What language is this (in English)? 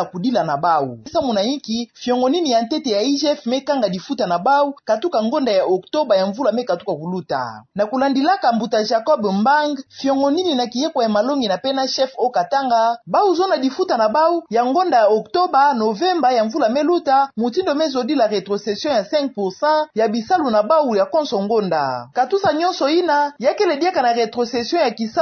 Kituba (Democratic Republic of Congo)